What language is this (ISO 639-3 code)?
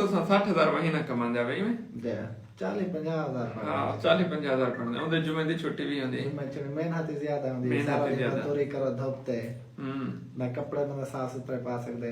skr